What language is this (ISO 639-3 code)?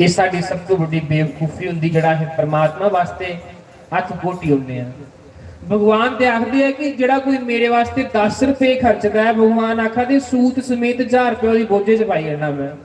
doi